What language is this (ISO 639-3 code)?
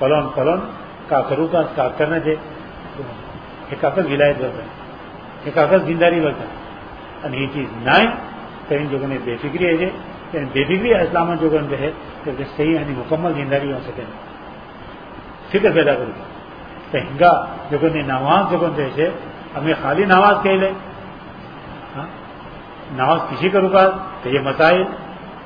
urd